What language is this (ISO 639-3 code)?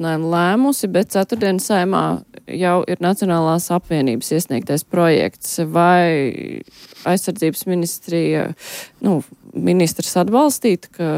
lav